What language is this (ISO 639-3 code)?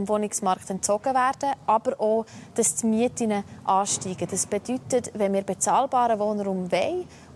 gsw